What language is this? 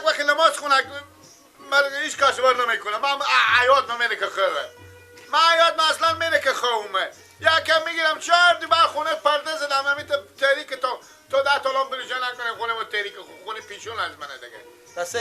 Persian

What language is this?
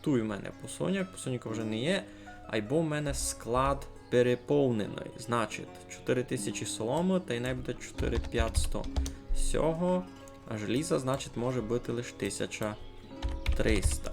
Rusyn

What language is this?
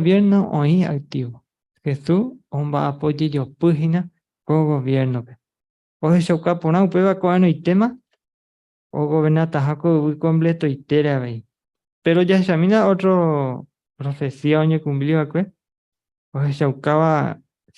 Guarani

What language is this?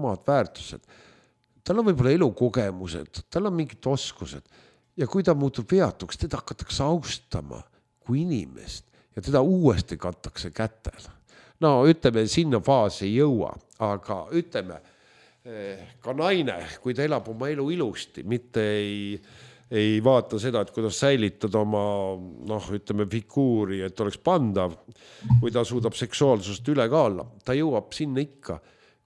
Estonian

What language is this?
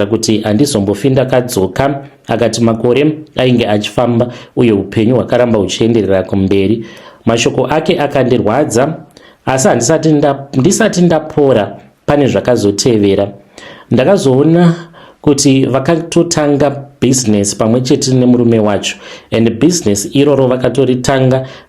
Shona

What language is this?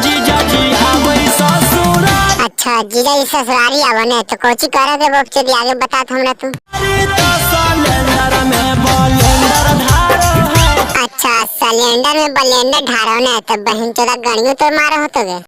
Magahi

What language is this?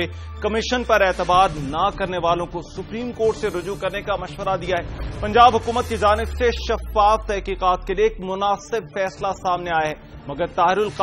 Urdu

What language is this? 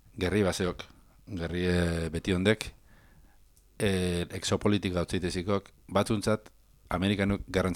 Basque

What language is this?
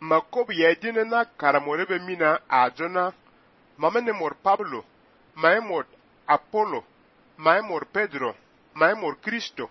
Fang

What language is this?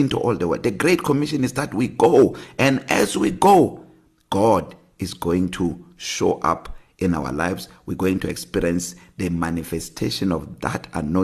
English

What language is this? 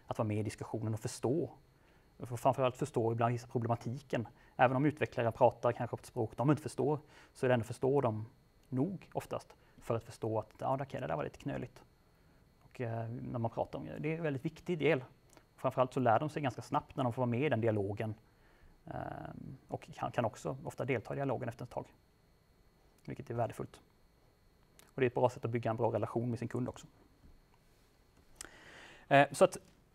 Swedish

